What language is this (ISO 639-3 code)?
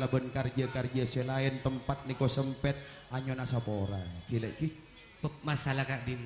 mad